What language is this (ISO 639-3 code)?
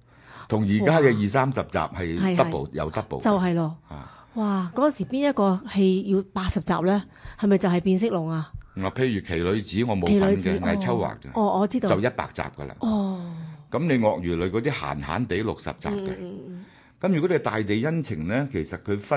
yue